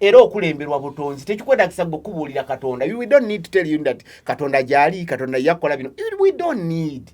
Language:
Ganda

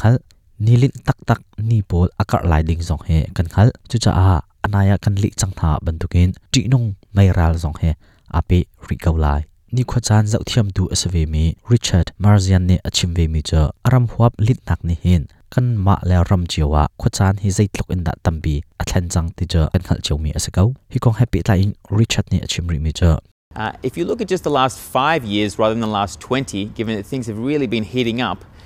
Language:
Hakha Chin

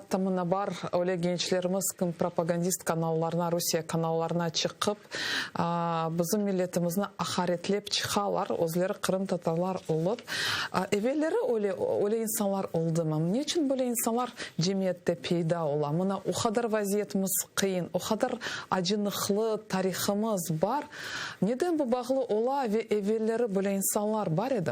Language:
Crimean Tatar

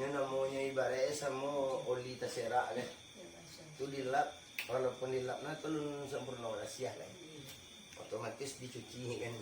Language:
Minangkabau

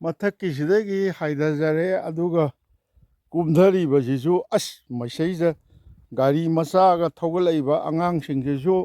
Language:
Manipuri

